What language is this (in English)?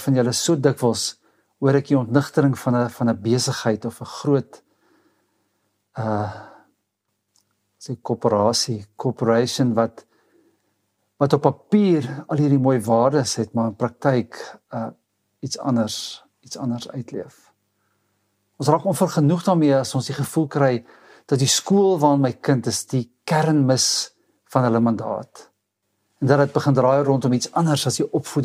Afrikaans